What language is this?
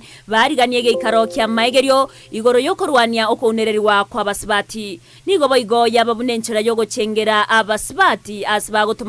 Gusii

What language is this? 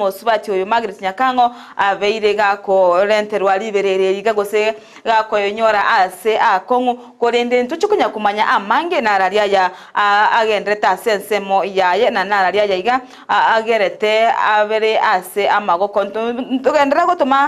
Gusii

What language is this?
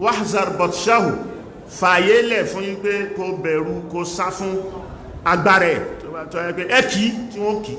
Yoruba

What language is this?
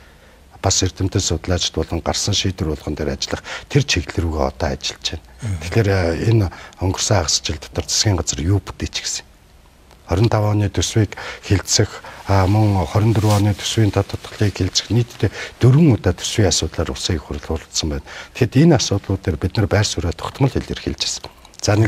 Mongolian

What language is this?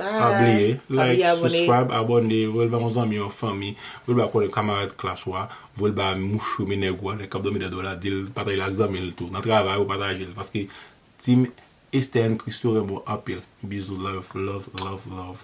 Haitian Creole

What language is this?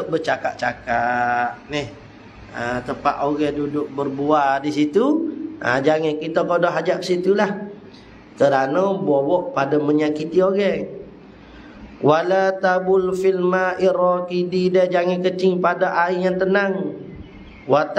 Malay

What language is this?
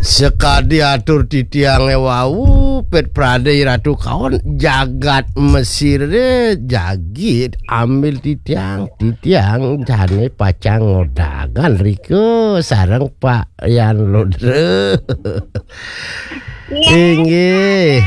Balinese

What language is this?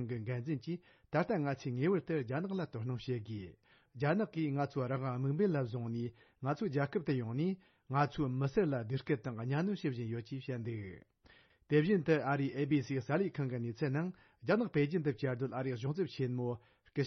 Tibetan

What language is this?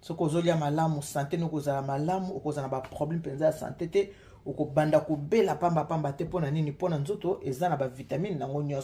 Lingala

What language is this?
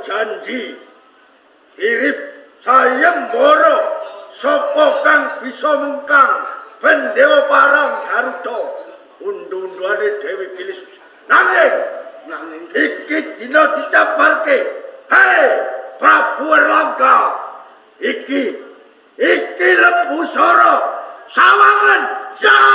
Javanese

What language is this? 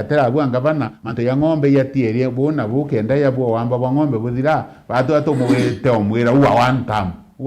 Meru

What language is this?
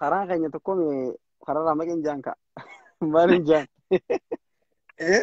Oromo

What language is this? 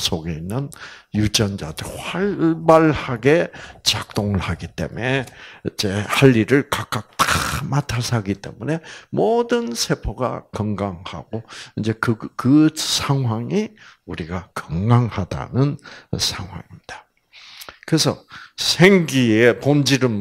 Korean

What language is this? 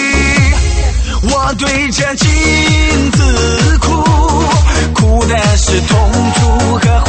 Chinese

